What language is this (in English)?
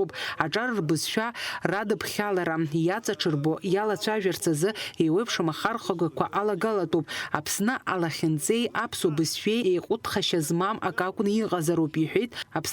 Abkhazian